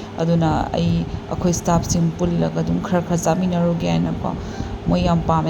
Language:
Manipuri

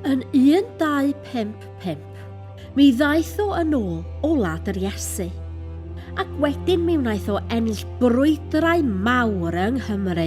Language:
Welsh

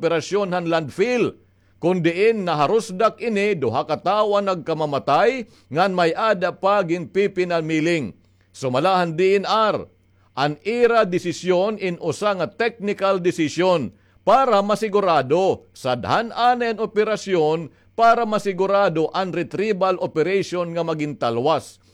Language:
Waray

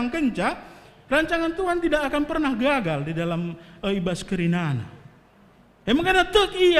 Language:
Batak Karo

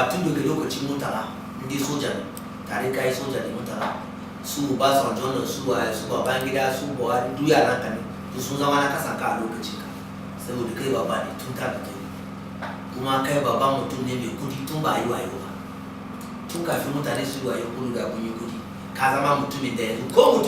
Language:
Hausa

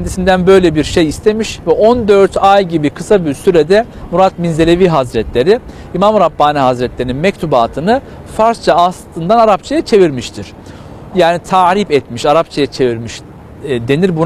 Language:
Turkish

